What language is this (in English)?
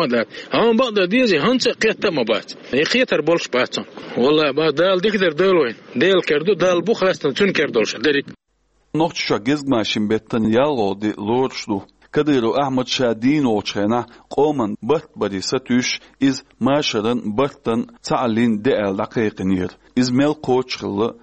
Chechen